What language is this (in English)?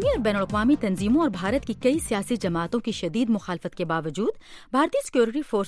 Urdu